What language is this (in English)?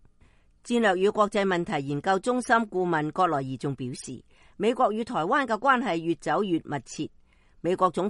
Cantonese